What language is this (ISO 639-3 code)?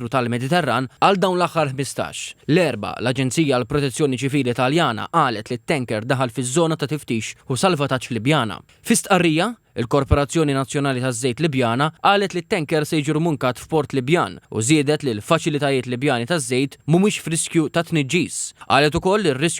mlt